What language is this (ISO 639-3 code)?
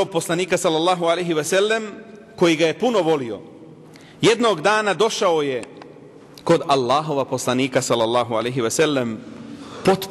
bos